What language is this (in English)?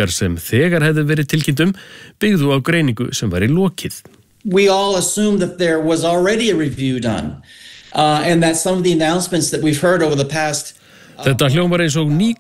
Icelandic